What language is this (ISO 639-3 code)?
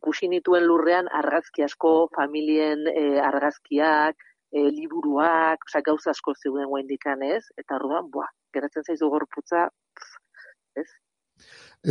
eus